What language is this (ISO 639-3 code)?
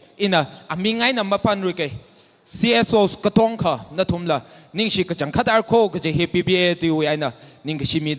nmf